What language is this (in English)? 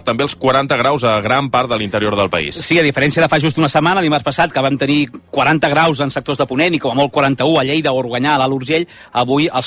Catalan